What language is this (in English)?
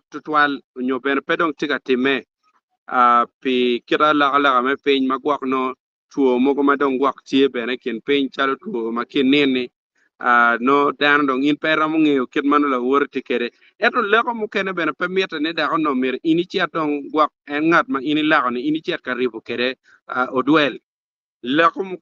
Acoli